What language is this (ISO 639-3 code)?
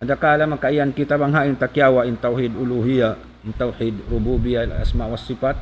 tsg